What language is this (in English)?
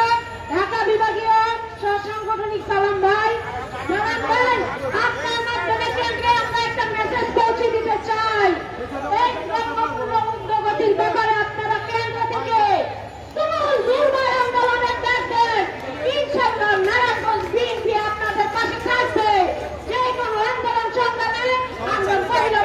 Bangla